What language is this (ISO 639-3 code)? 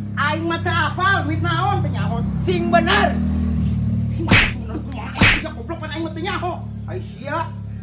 sun